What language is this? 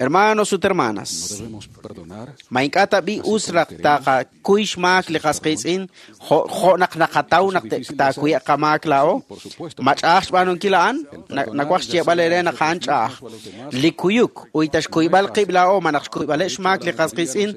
Kekchí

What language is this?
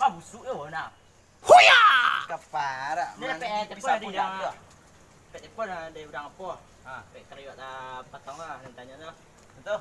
Minangkabau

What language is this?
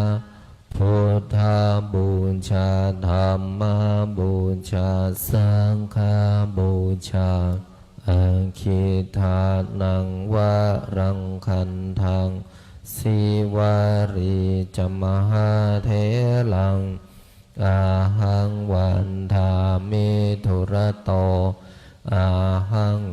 Pali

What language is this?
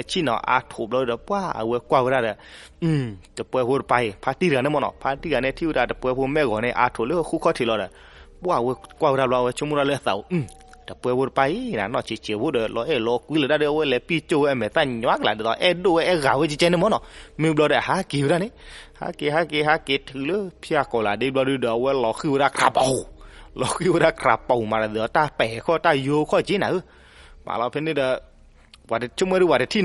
S'gaw Karen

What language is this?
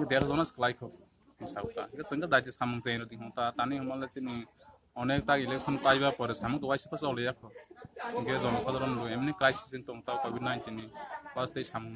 Riang (India)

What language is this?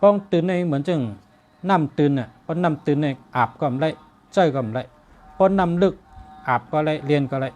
Shan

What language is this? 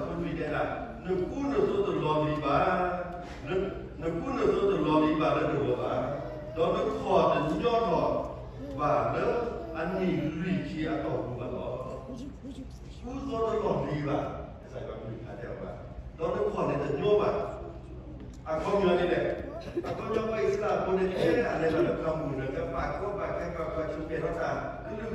S'gaw Karen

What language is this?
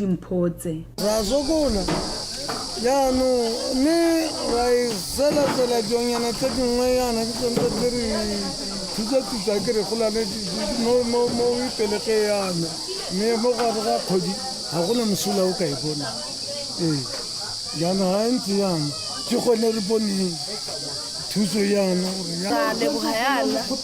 Tswana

